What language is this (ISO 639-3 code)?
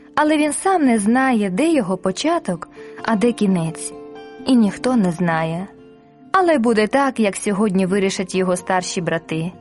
ukr